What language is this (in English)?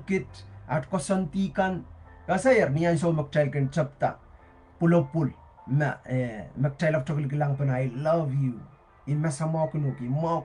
Pohnpeian